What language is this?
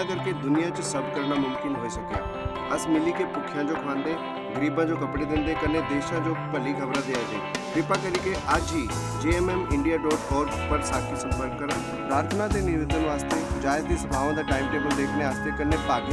Dogri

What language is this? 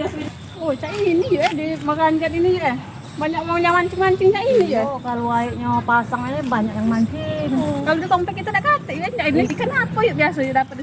Musi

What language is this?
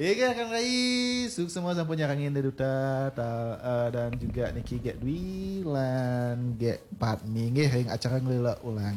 Balinese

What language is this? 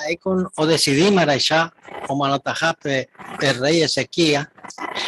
Guarani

